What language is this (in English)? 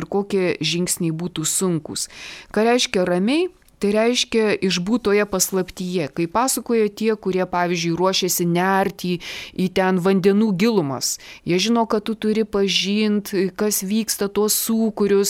Lithuanian